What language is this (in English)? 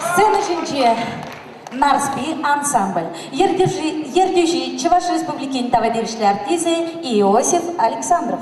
Chuvash